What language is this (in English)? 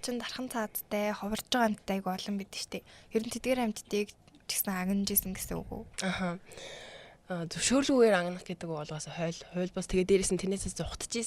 Mongolian